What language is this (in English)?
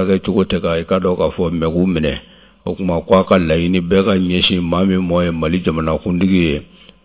Bambara